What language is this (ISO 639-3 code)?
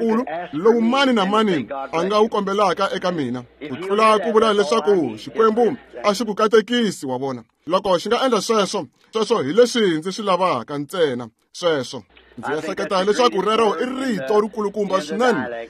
tso